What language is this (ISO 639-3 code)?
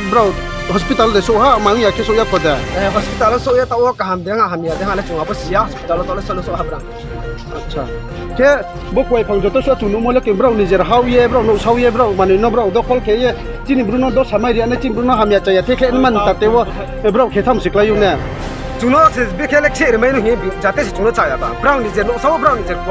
ria